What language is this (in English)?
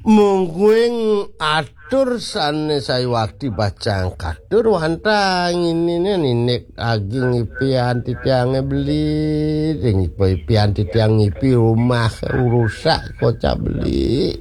Balinese